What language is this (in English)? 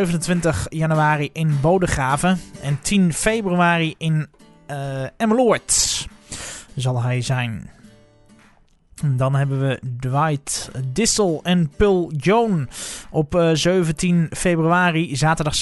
Dutch